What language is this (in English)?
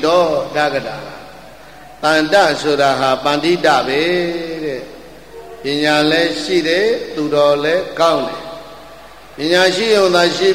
Burmese